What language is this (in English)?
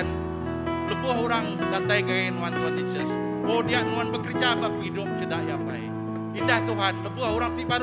Iban